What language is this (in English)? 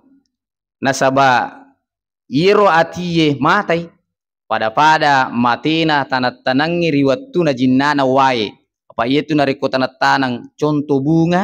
Buginese